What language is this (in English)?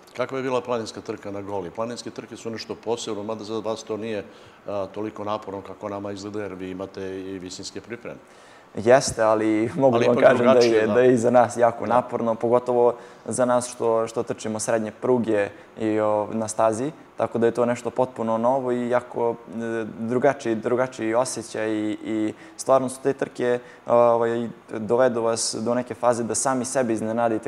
Serbian